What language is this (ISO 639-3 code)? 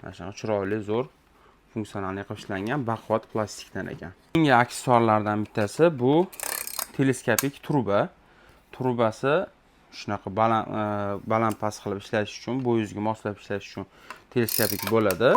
uzb